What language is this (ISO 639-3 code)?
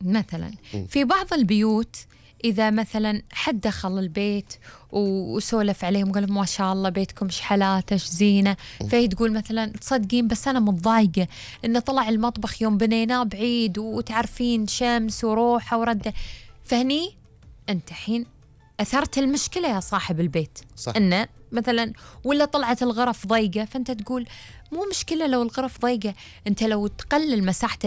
afb